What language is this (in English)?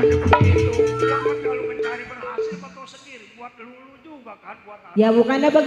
Betawi